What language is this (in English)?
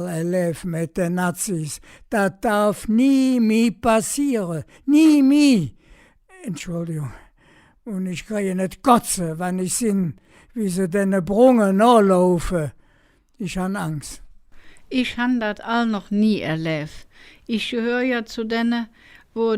Colognian